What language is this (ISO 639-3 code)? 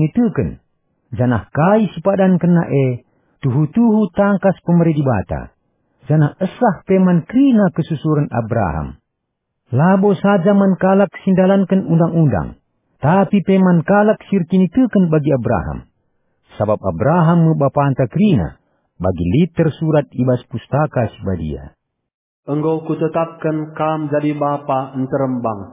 btx